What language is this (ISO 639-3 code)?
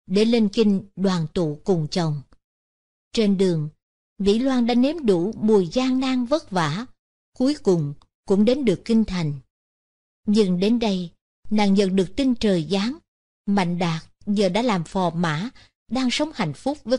vie